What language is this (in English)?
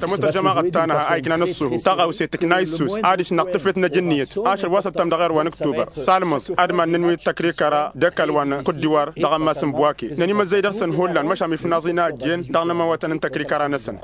Tamasheq